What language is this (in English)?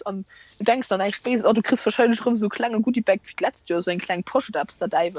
Luxembourgish